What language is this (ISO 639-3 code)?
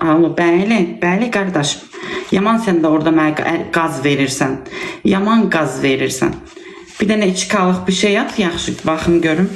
aze